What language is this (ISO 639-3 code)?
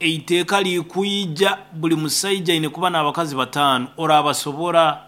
nyn